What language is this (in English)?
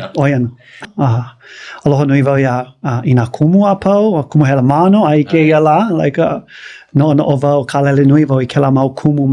Hawaiian